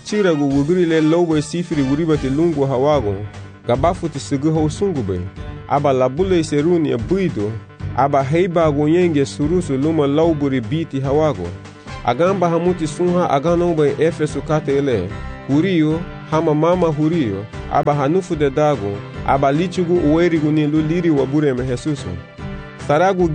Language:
Garifuna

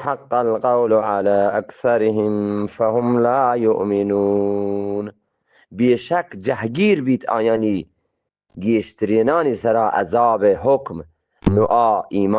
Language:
Eastern Balochi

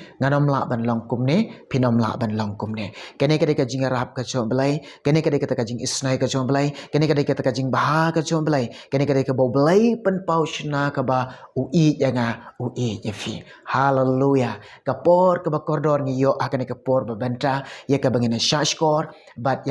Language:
Khasi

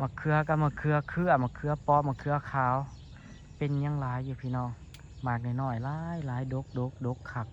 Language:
Northeastern Thai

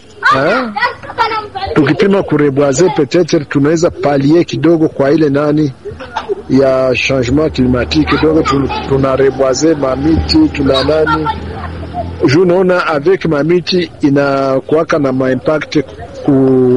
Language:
Swahili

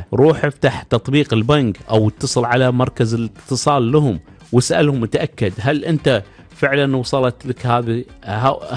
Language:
Gulf Arabic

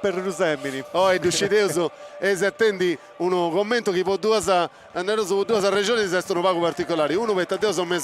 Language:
Sardinian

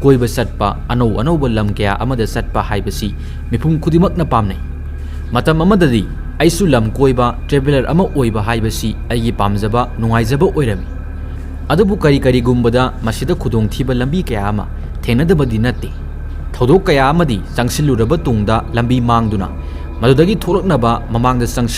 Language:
Manipuri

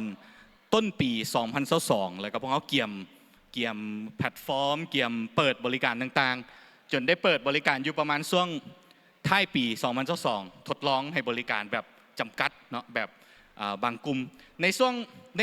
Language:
Lao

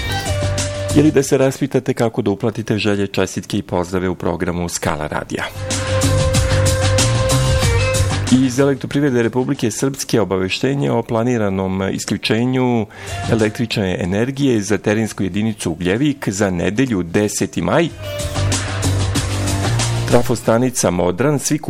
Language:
Serbian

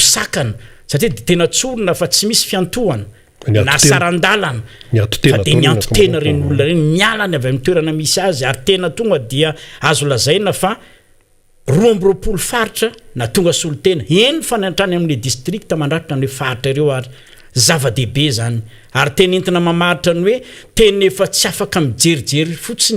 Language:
Malagasy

